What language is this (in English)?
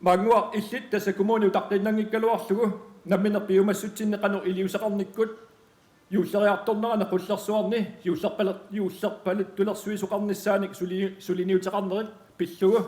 Kalaallisut